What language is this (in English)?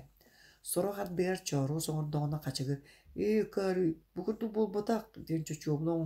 Yakut